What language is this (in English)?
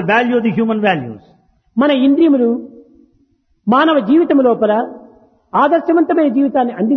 Telugu